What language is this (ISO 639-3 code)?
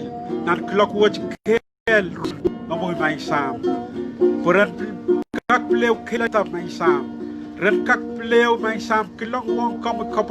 pon